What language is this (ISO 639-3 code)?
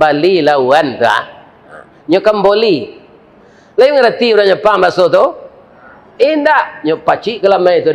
min